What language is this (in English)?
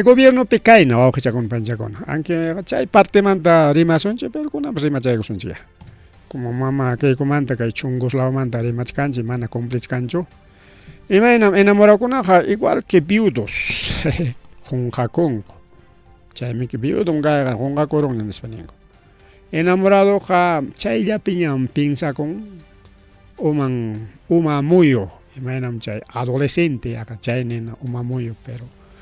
Ayacucho Quechua